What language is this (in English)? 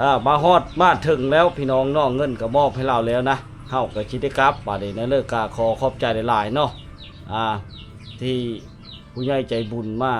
Lao